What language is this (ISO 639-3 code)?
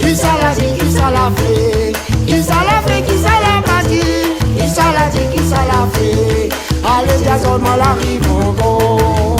rcf